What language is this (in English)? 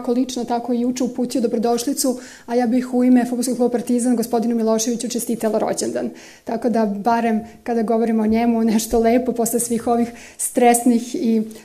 Serbian